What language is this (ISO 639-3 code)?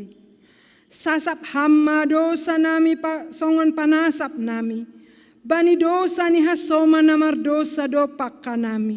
bts